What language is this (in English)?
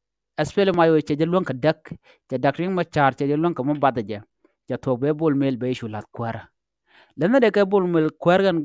Nuer